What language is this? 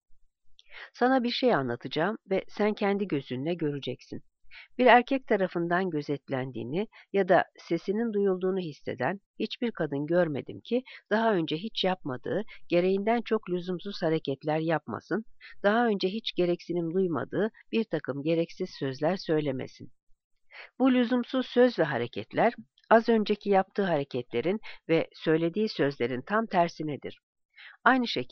Turkish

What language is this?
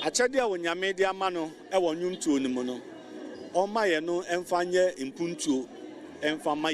Akan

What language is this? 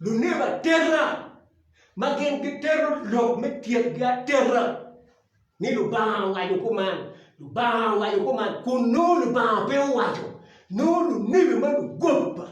Acoli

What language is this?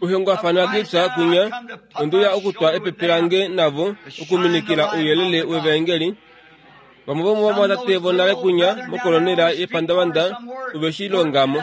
Kuanyama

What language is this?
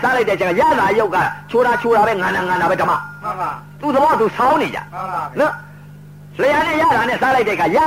Burmese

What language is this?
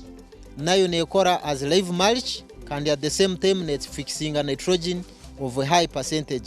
Nyankole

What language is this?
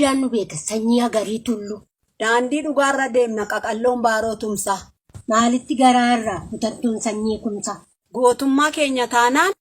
Oromo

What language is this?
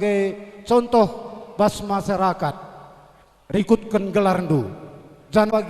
Batak Karo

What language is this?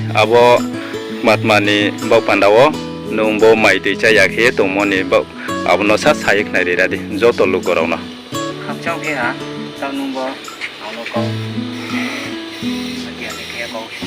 Riang (India)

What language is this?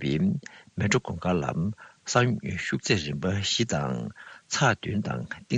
Tibetan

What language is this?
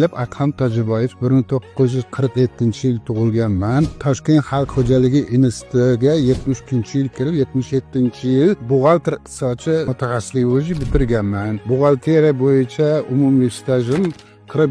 Uzbek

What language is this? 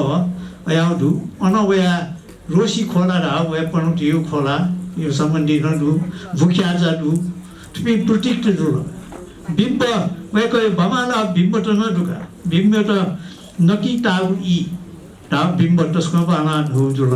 Newari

